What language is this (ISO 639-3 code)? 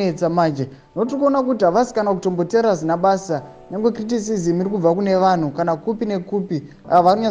sna